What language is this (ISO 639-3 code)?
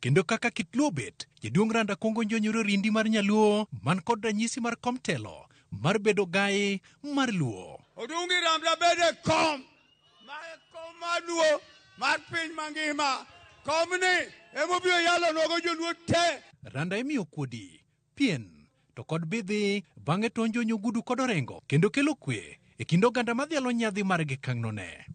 luo